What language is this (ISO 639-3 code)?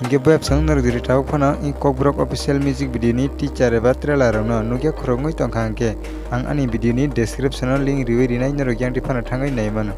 trp